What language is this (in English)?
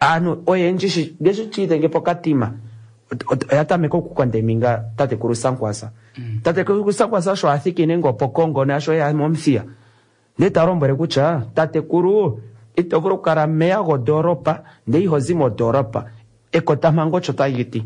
Kuanyama